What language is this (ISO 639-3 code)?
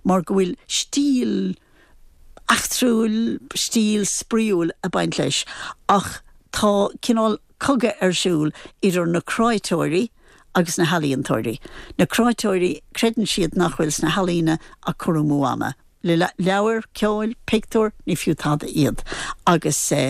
gle